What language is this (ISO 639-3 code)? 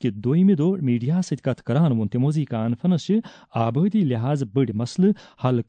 kas